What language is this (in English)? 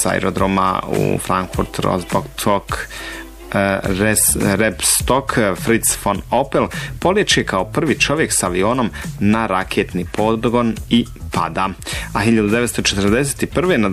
Croatian